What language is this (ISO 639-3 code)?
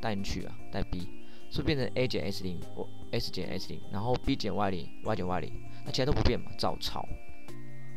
zho